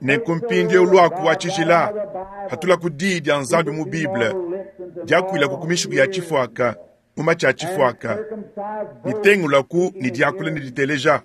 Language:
Luba-Lulua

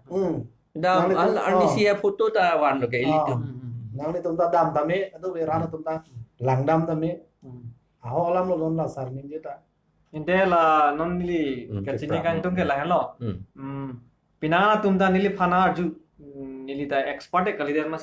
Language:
Karbi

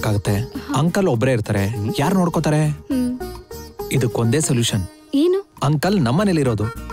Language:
Kannada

